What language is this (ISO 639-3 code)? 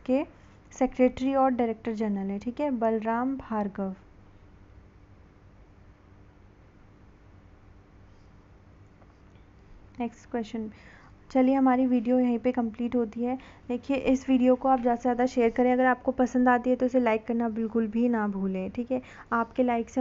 hin